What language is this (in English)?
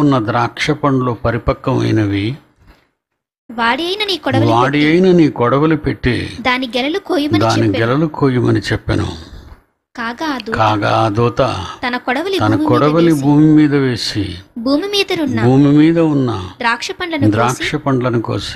Telugu